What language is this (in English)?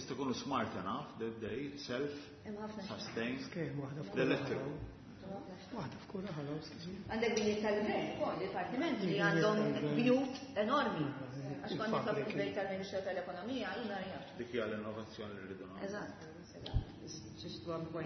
Maltese